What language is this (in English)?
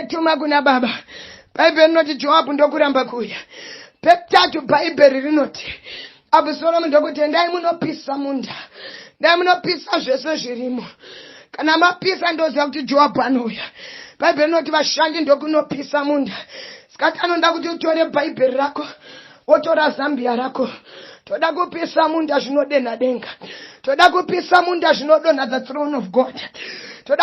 Shona